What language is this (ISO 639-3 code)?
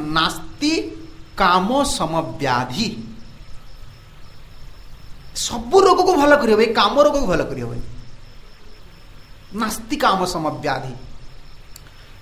ori